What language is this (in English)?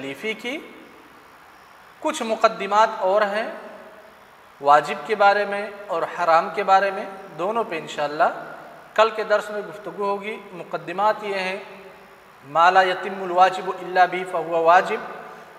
Urdu